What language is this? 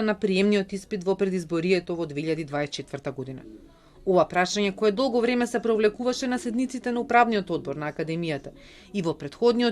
Macedonian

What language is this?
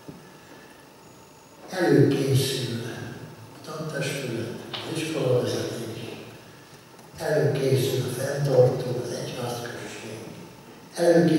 Hungarian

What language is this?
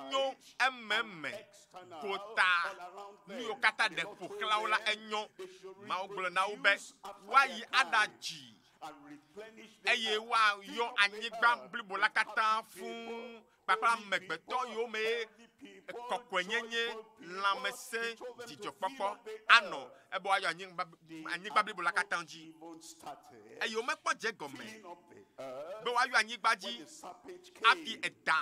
Ewe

